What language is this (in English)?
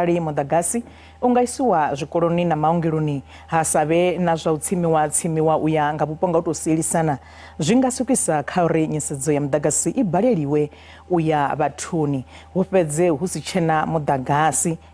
Venda